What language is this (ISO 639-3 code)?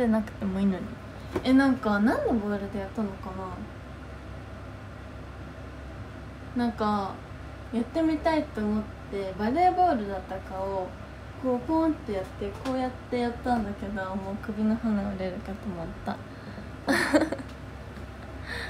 jpn